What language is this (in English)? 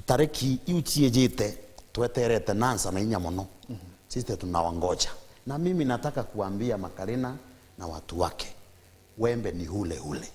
Meru